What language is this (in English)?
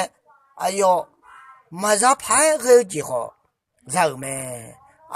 Akha